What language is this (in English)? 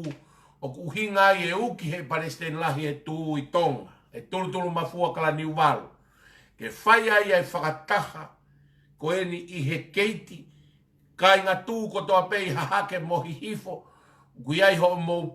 Tongan